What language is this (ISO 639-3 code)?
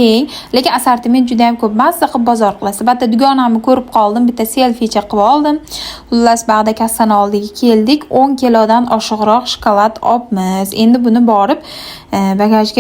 uzb